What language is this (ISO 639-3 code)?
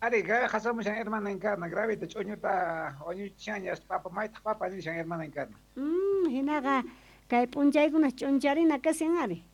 quh